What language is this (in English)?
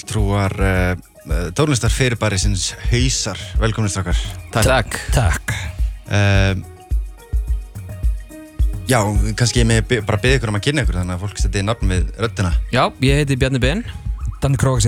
Icelandic